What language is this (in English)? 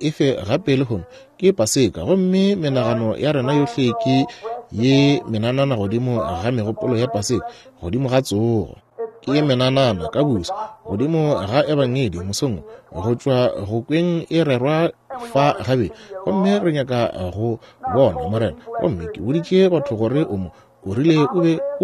Northern Sotho